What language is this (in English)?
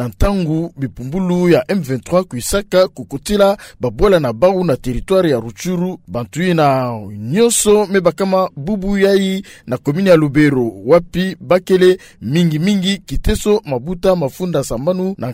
Kituba (Democratic Republic of Congo)